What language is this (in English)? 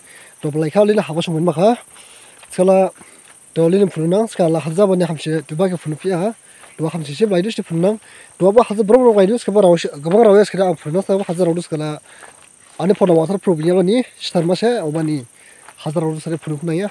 Dimasa